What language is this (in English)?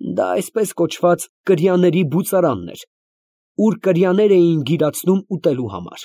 Armenian